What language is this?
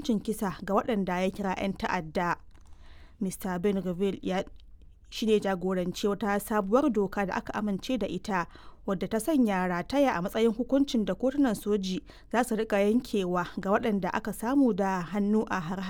Hausa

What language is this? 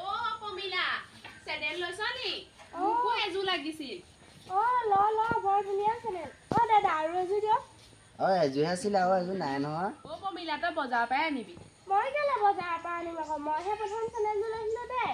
Assamese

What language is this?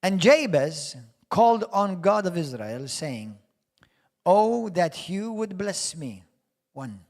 English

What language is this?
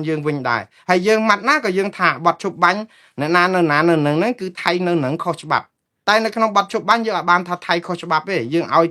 Khmer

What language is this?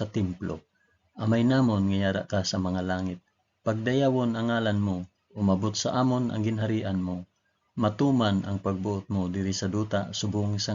Hiligaynon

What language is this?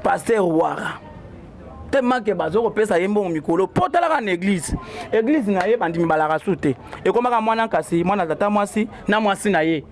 Lingala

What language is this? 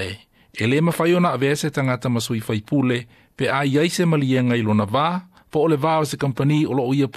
Samoan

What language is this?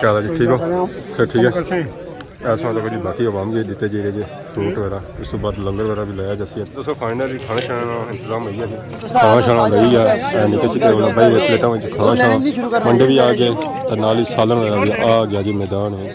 Pahari-Potwari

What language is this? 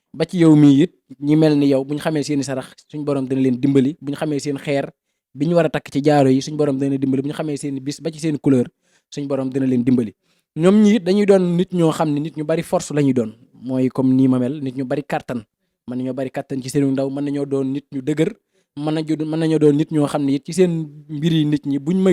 Wolof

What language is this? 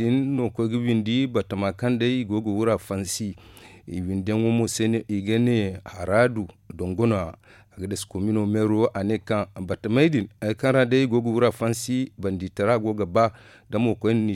Zarma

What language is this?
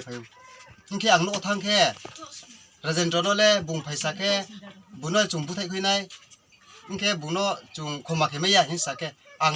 Riang (India)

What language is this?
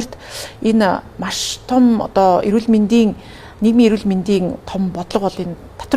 Mongolian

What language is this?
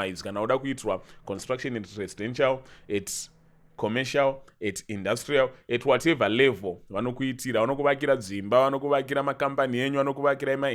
Shona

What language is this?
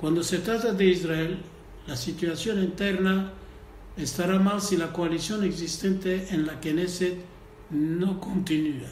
Ladino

